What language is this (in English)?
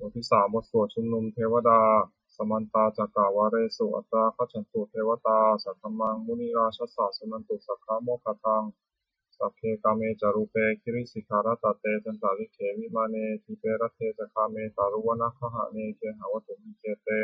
Pali